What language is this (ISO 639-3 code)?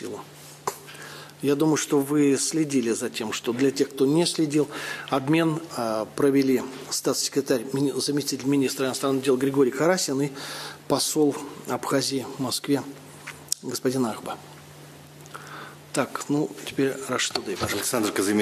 rus